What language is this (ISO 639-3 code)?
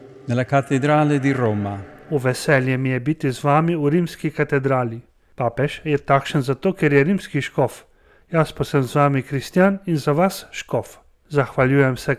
slv